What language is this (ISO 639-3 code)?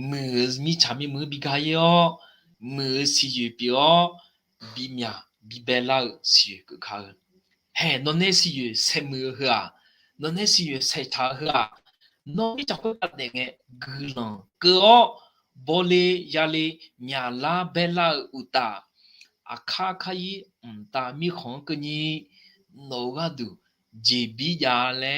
ahk